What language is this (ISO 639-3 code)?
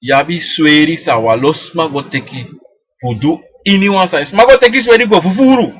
srn